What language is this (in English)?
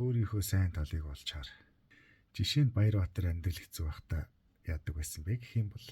Mongolian